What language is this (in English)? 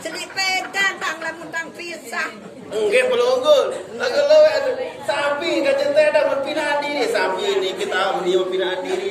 Sasak